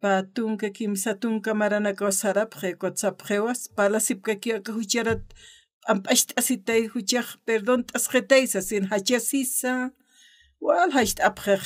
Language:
Aymara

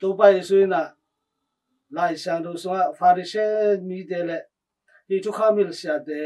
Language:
Tedim Chin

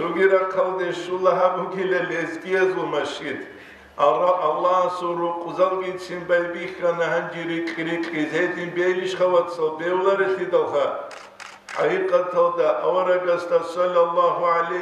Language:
Avaric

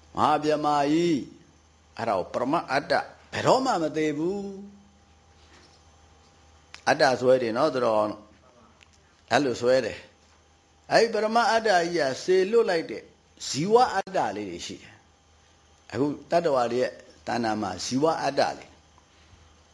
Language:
Burmese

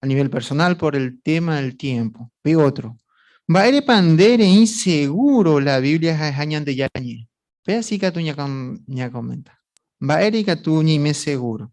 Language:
Guarani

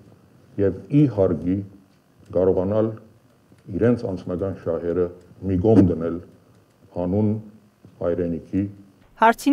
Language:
Armenian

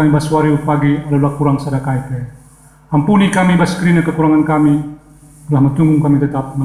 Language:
Batak Karo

